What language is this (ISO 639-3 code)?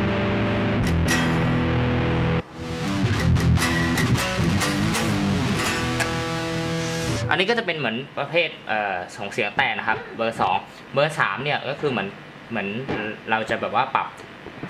tha